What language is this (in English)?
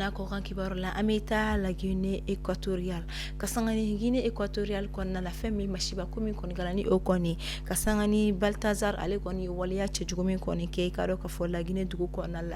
Bambara